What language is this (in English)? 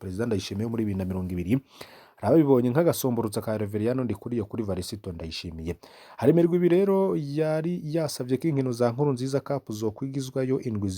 Rundi